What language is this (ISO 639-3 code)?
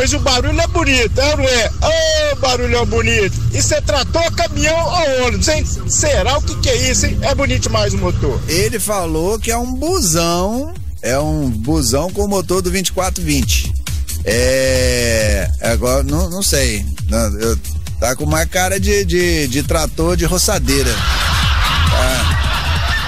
por